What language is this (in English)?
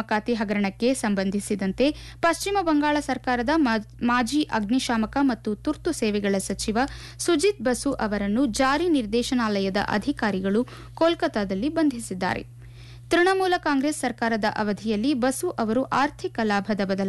Kannada